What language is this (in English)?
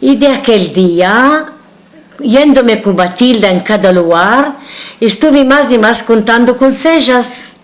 Ladino